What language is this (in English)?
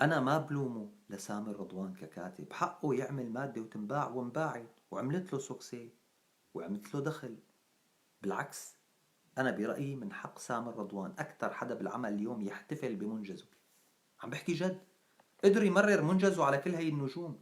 North Levantine Arabic